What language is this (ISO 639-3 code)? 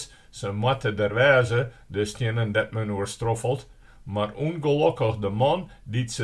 fry